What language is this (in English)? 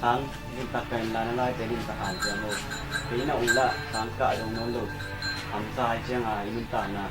Tedim Chin